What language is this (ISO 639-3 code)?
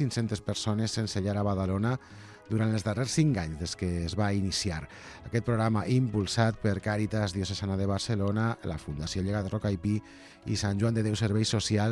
cat